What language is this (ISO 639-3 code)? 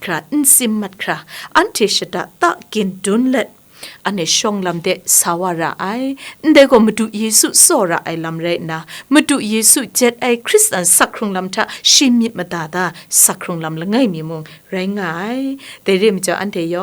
kac